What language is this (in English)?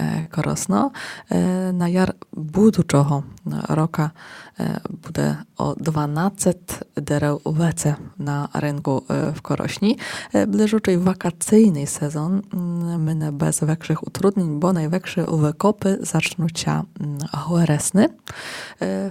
Rusyn